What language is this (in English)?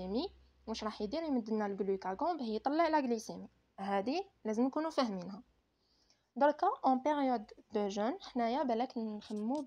Algerian Arabic